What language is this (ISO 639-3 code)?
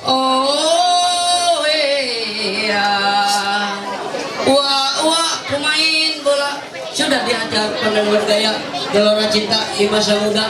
mhy